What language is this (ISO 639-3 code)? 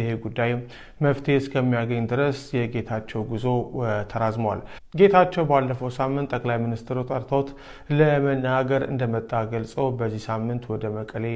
amh